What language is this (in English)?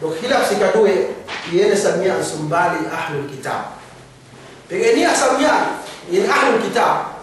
Yakan